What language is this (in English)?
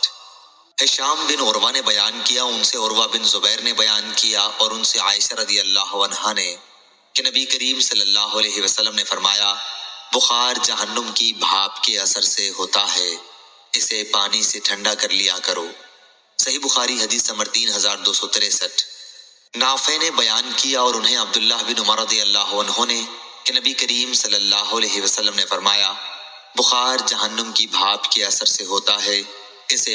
Urdu